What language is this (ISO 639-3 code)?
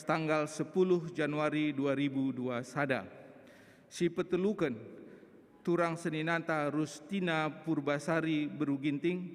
btx